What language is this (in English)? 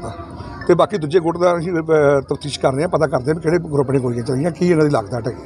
Punjabi